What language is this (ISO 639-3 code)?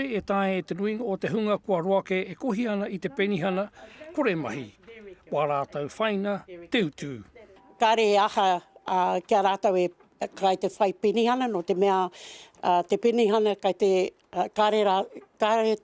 mri